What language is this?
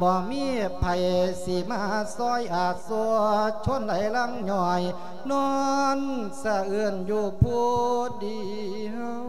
Lao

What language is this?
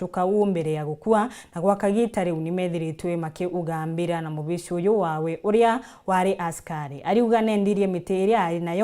Meru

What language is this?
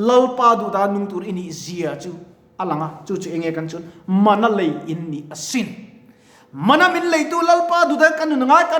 Mizo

